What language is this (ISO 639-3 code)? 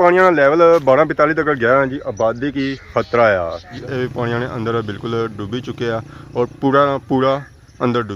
phr